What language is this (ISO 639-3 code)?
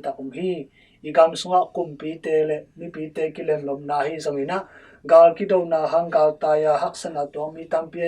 ctd